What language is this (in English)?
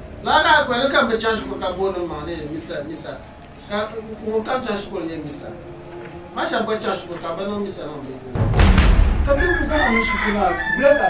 Dagbani